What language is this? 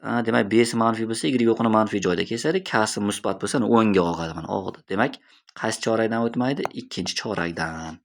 Uzbek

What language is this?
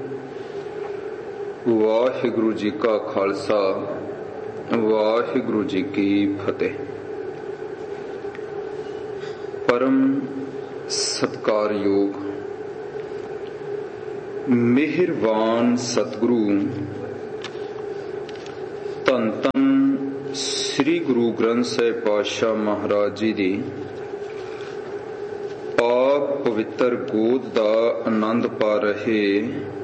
Punjabi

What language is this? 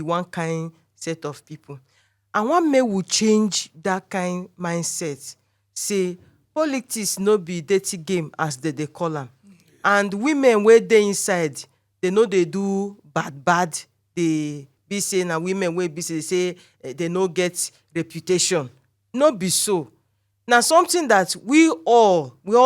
Nigerian Pidgin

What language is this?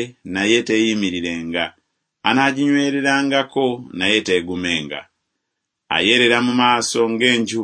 Ganda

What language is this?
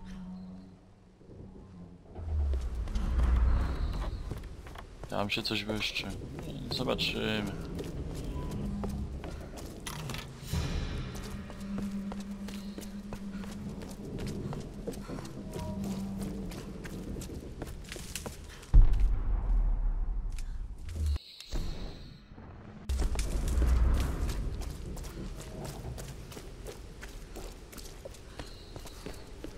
Polish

